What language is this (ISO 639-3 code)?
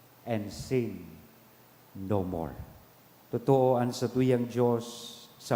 bik